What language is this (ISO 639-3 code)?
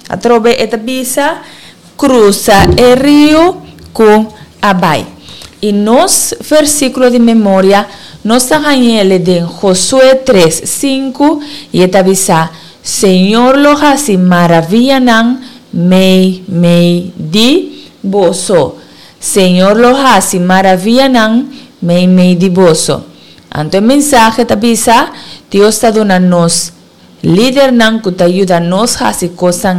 pap